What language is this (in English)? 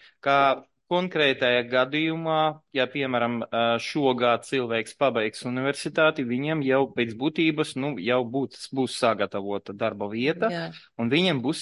Latvian